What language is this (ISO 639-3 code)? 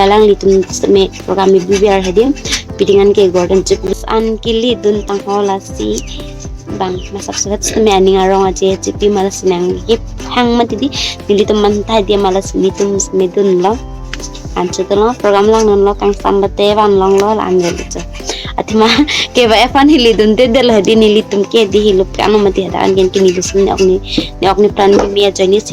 mjw